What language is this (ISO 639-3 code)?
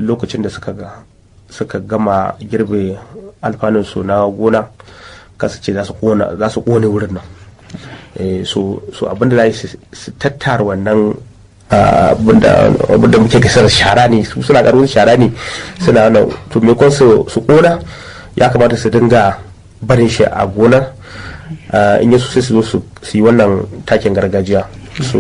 hau